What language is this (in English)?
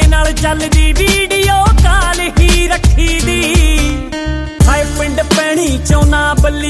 Punjabi